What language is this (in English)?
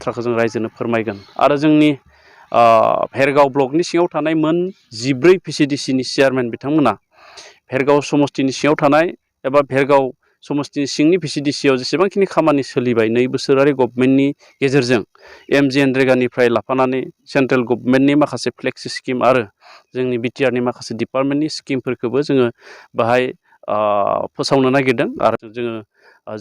Bodo